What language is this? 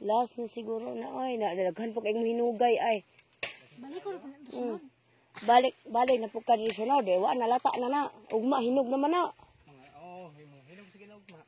Cebuano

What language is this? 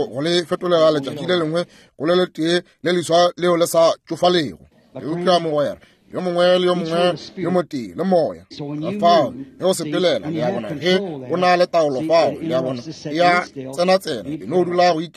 Northern Sotho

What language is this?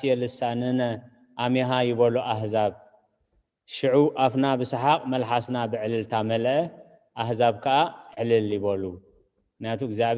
Tigrinya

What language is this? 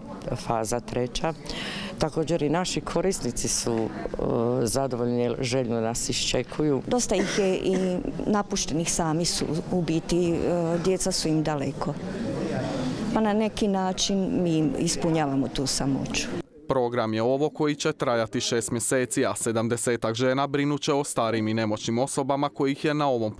Croatian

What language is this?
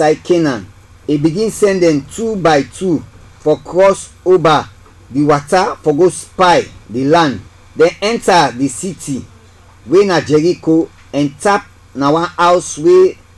Krio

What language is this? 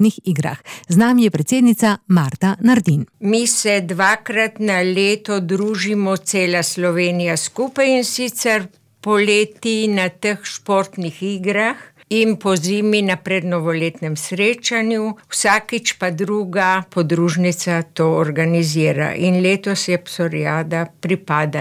Slovenian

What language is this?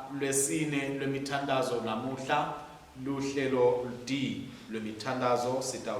Swati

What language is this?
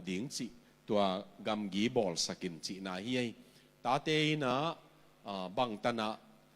Tedim Chin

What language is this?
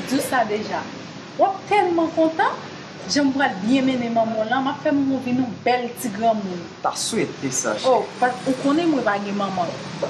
Haitian Creole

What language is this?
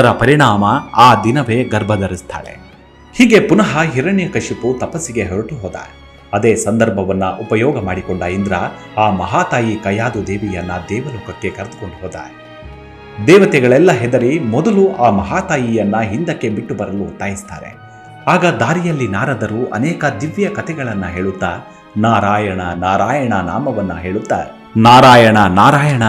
Kannada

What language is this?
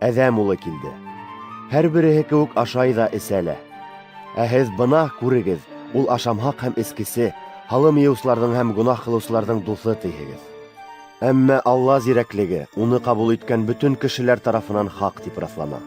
Bashkir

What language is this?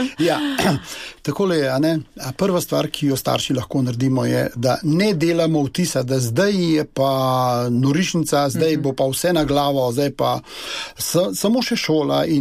Slovenian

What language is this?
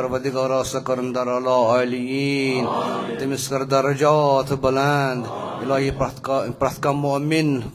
Kashmiri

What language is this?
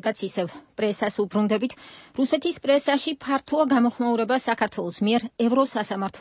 Georgian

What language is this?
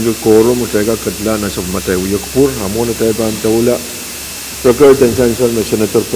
Pohnpeian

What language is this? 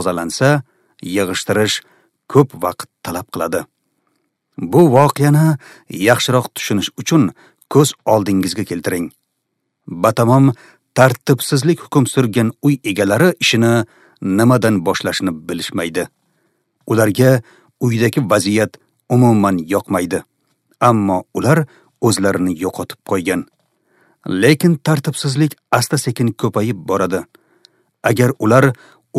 Uzbek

